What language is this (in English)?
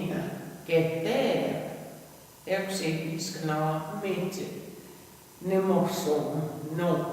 Plains Cree